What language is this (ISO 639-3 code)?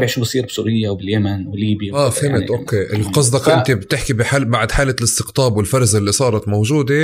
apc